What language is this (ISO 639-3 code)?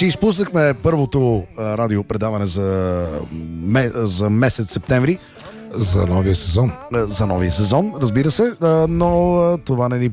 bul